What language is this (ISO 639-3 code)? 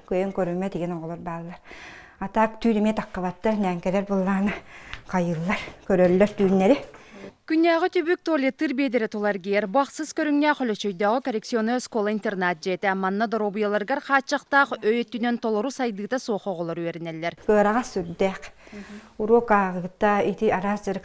sah